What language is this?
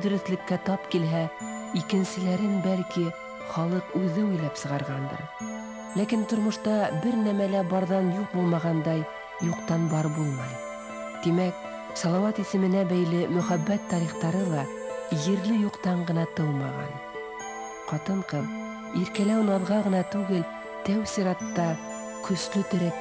Bashkir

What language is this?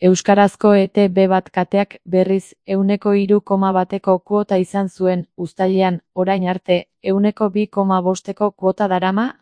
Basque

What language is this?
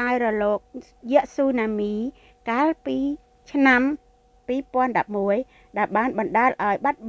Khmer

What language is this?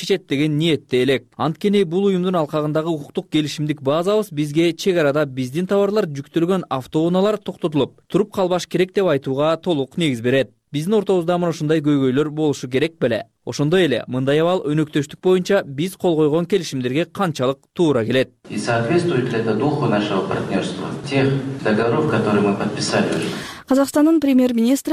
Kyrgyz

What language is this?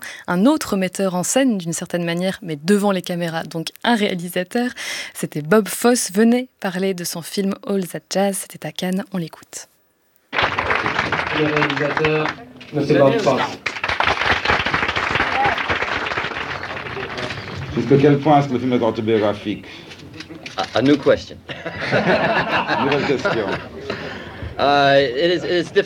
French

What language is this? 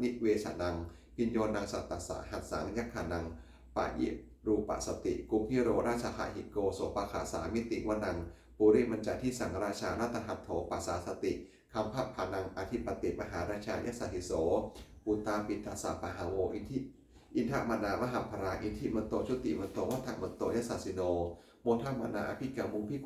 Pali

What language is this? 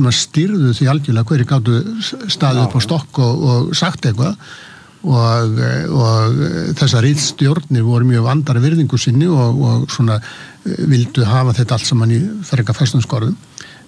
Icelandic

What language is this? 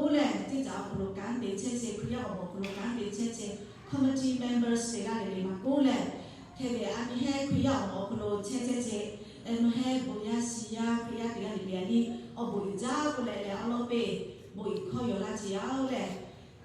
Lahu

